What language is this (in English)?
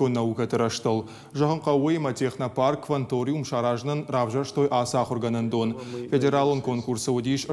Ossetic